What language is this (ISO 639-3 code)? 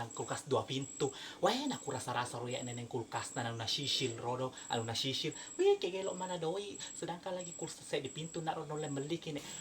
bug